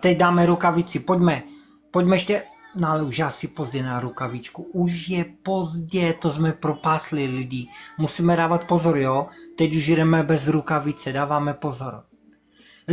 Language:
Czech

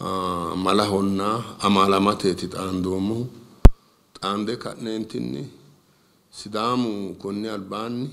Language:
Sidamo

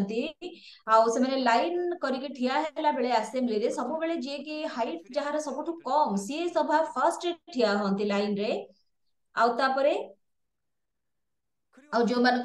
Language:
Odia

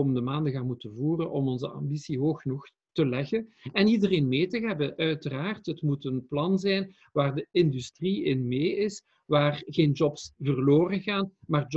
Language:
Dutch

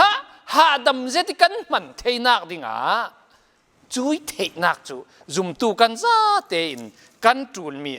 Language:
Falam Chin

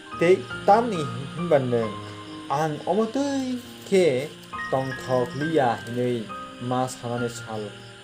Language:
Kok Borok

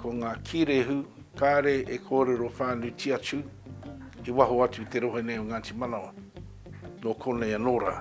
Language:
Māori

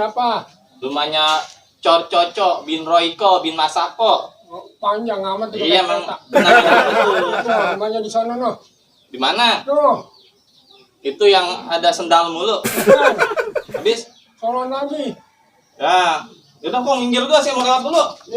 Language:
Betawi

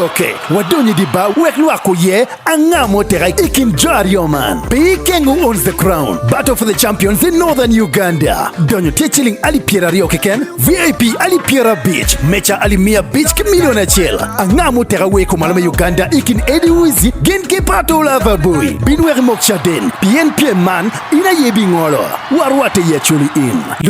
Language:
Acoli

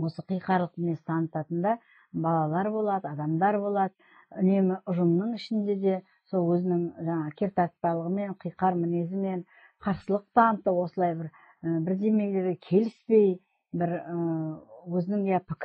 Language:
Kazakh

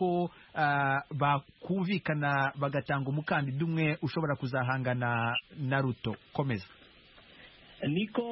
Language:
Kinyarwanda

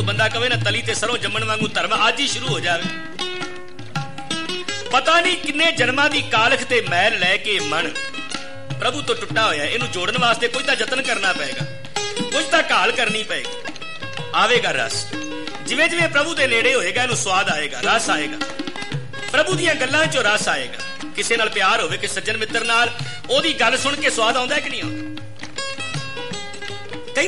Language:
Punjabi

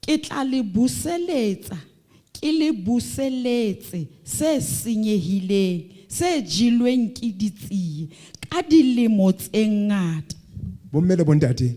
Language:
Southern Sotho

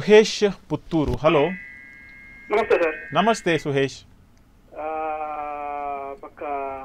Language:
Kannada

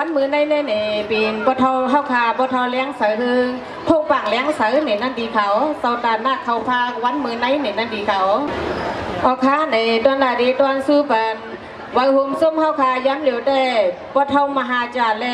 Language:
Shan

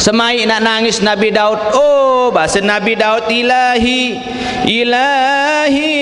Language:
Sasak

